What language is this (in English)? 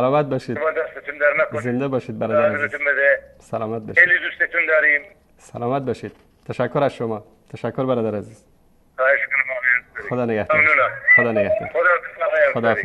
Persian